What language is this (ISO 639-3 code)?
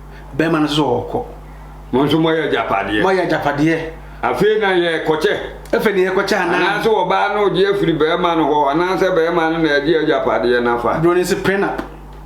aka